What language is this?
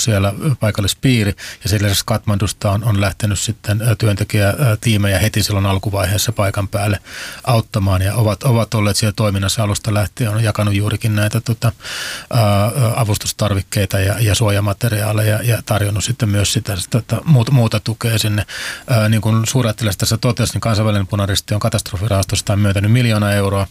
Finnish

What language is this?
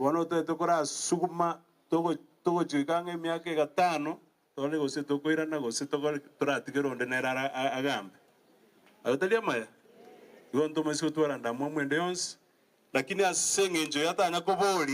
Gusii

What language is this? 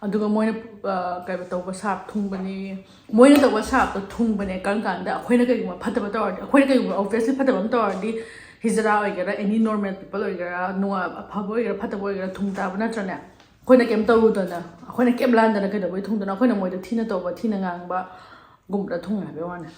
Manipuri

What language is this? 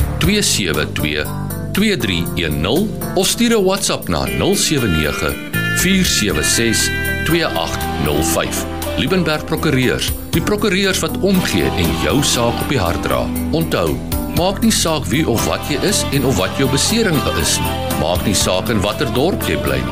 Afrikaans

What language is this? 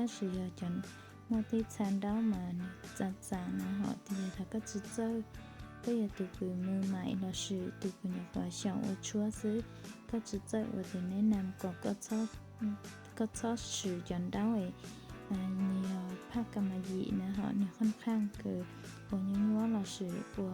Hmong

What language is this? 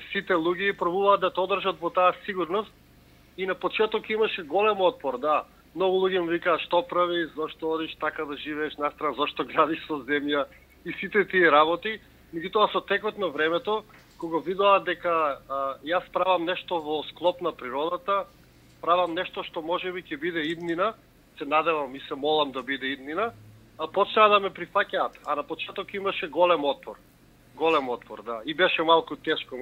Macedonian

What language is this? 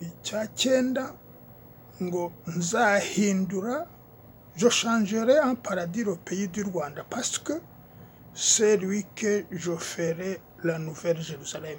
Kinyarwanda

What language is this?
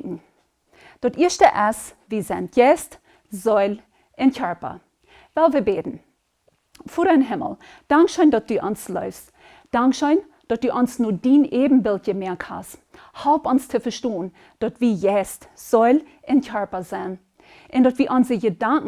Plautdietsch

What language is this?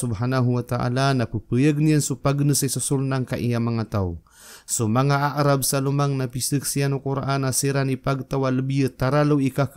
Maranao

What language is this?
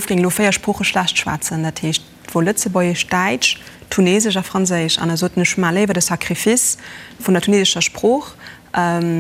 Luxembourgish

